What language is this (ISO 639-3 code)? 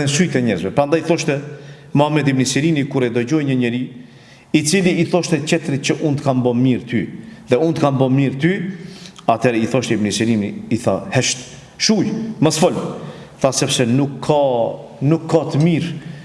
sqi